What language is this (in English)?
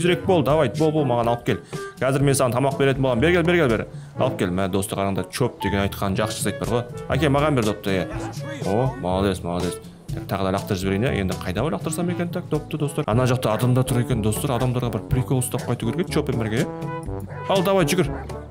Kazakh